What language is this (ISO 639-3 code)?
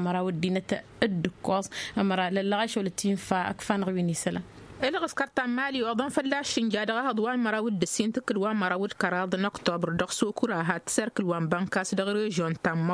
taq